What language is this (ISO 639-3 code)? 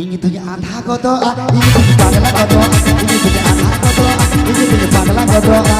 sat